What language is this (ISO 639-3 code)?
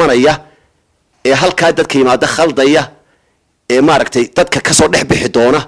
som